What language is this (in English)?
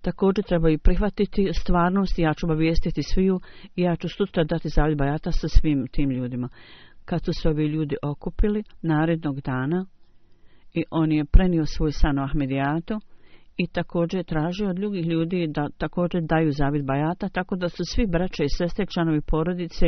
Bosnian